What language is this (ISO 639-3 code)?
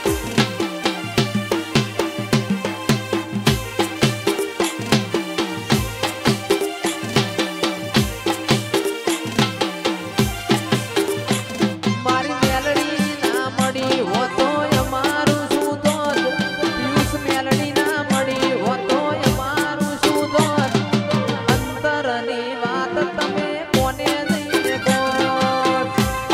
guj